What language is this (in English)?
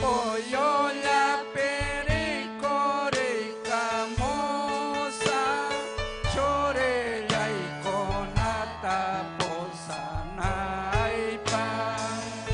Ayacucho Quechua